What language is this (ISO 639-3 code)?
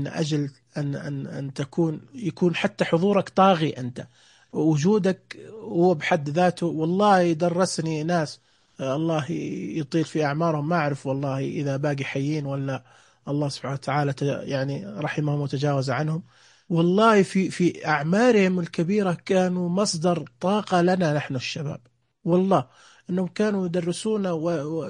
ars